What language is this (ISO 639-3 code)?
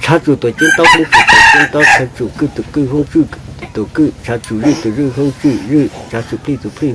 hmn